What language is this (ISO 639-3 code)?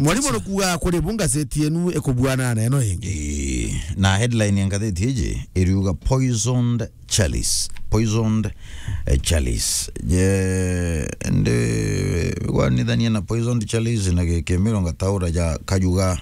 mer